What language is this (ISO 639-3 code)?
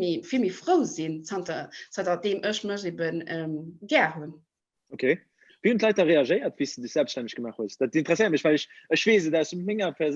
ltz